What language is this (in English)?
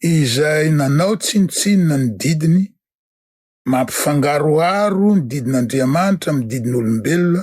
Malagasy